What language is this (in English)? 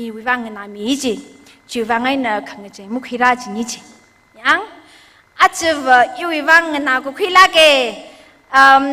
Tangkhul Naga (India)